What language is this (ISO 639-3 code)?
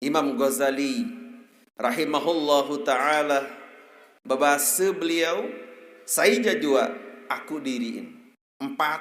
sas